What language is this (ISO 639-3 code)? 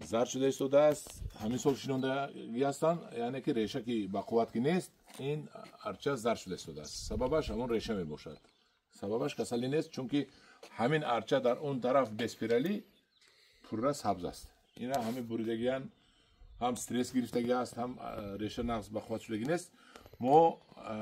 tgk